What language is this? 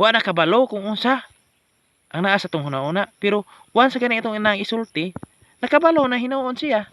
Cebuano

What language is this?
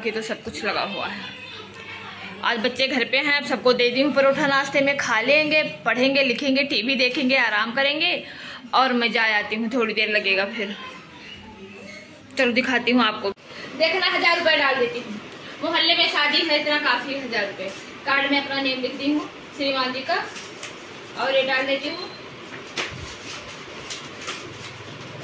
Hindi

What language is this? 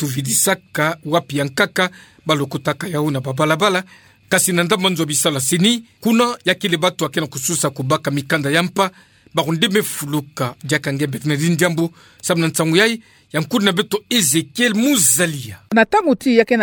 Kituba (Democratic Republic of Congo)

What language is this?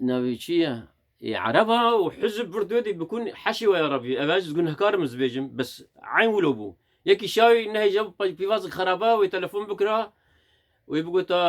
Kurdish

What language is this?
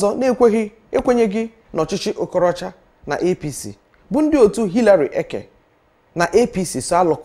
Igbo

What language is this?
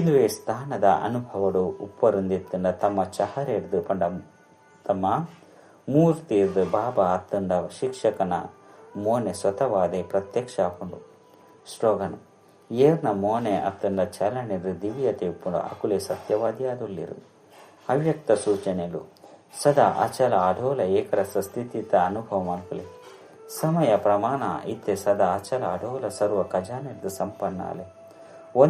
Tulu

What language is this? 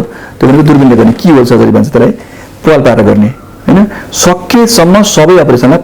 Nepali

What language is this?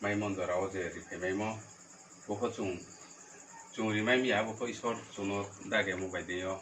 Riang (India)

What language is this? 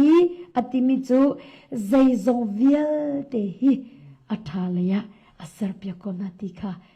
Hakha Chin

